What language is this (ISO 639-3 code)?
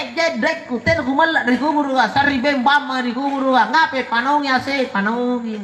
mak